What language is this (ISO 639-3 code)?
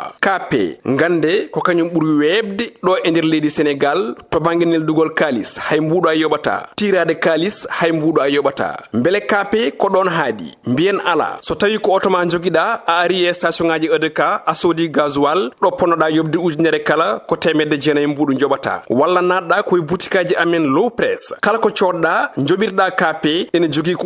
ful